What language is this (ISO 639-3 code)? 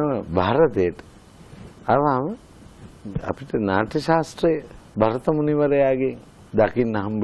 sin